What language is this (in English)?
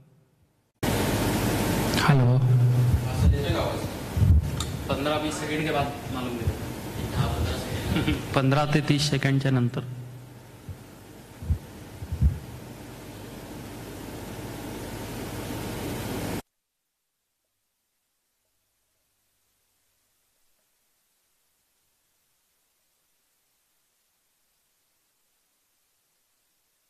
Marathi